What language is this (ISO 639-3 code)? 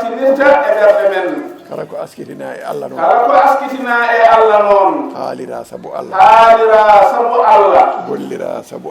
ful